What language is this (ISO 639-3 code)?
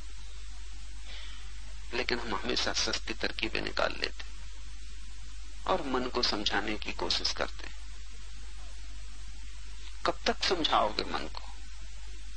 hin